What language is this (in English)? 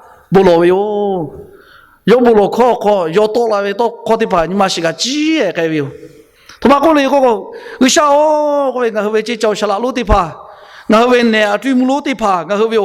Lahu